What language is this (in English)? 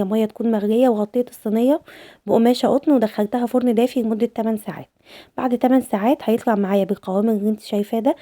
Egyptian Arabic